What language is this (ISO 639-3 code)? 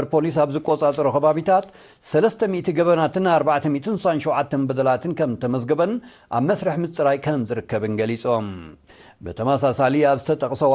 tir